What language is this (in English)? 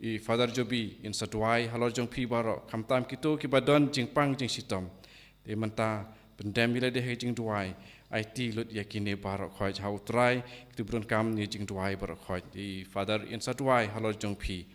Khasi